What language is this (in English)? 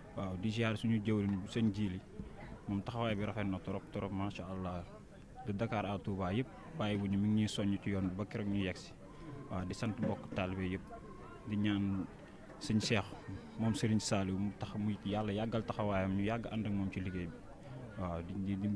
Wolof